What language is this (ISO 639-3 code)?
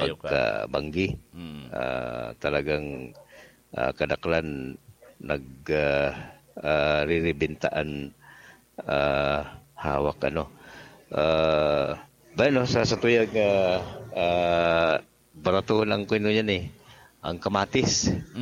bik